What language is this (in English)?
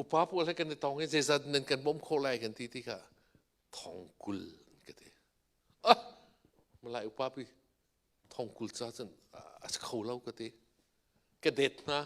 Hakha Chin